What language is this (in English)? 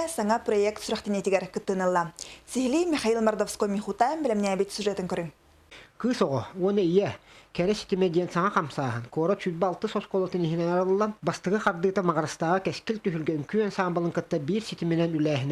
Yakut